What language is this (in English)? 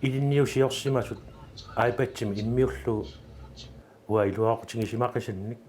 Kalaallisut